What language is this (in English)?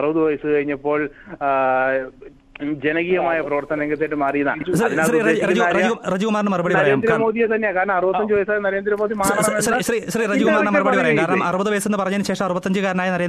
Malayalam